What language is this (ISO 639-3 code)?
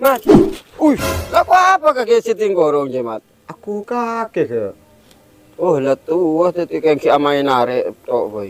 mad